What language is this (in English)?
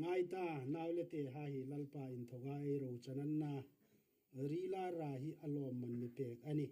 Hmar